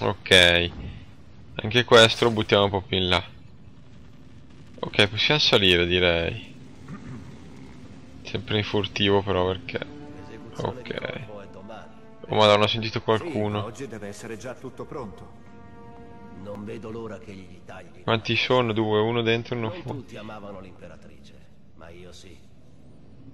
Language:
Italian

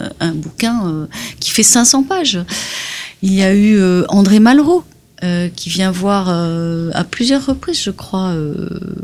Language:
French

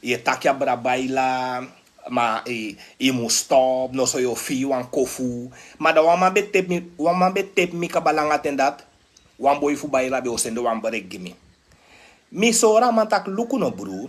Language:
Sranan Tongo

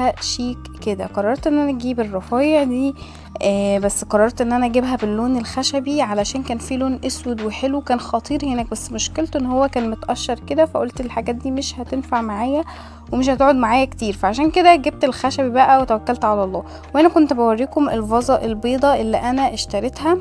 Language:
Egyptian Arabic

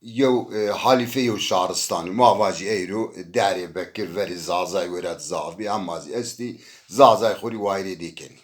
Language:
Zaza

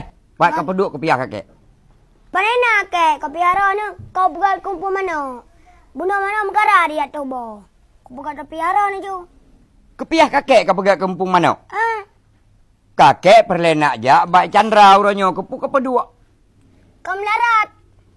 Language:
Achinese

